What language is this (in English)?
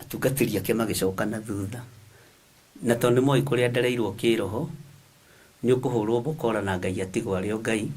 Kikuyu